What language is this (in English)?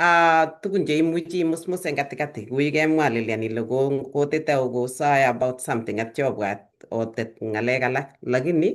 Kalenjin